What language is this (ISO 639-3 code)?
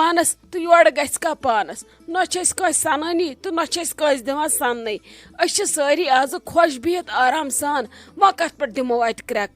kas